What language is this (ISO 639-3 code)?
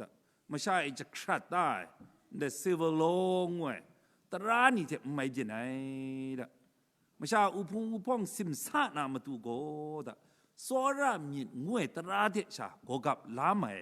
kac